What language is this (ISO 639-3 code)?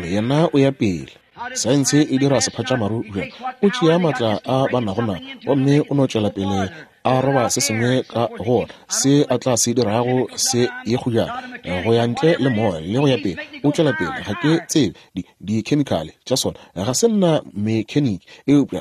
nso